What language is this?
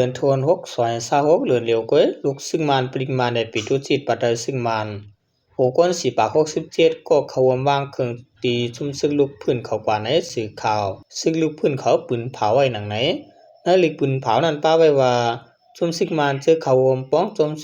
Shan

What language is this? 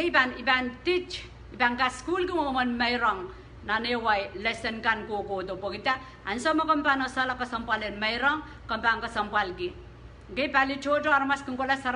Pohnpeian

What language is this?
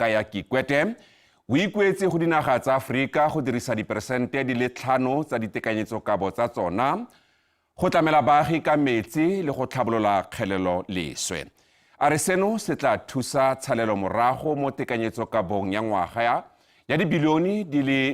Tswana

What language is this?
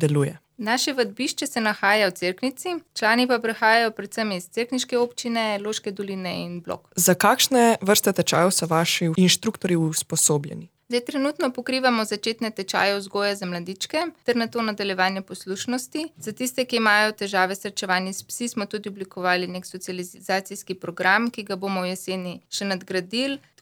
Slovenian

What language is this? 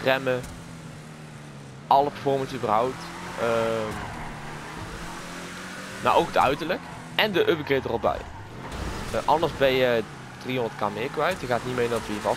Dutch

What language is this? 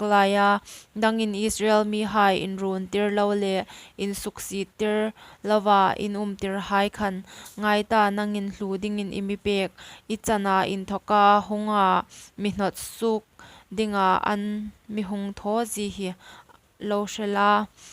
Hmar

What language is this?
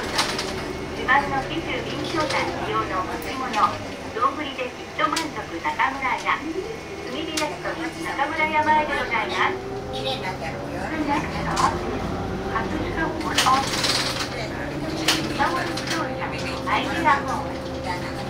Japanese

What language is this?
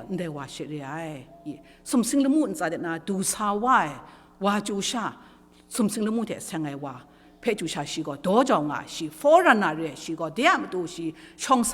Kachin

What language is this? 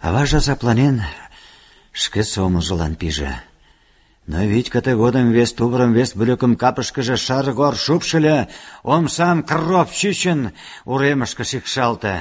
Mari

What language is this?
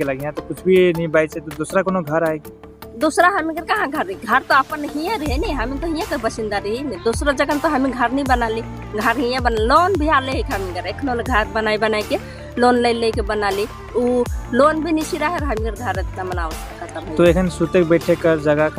Sadri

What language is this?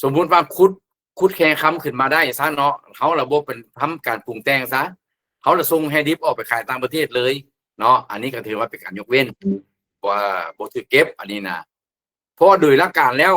Lao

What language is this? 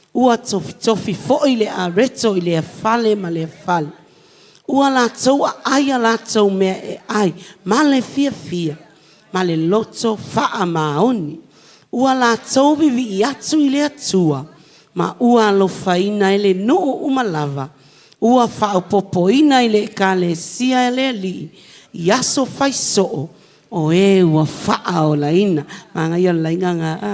Samoan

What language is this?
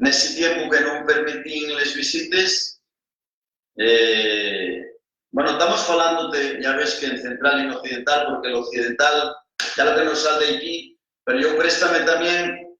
Asturian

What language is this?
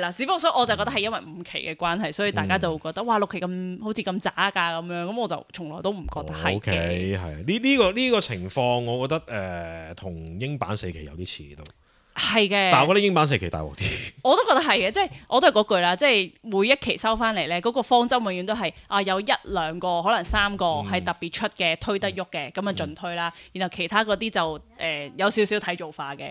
Cantonese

